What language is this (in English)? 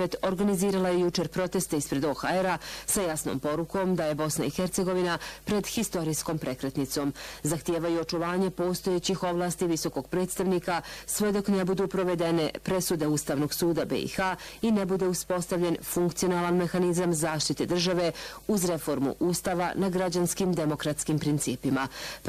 Bosnian